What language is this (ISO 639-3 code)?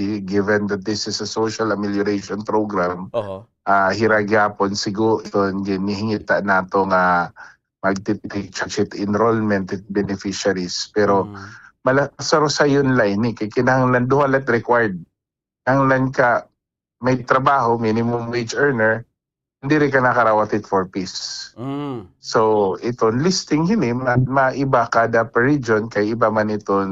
war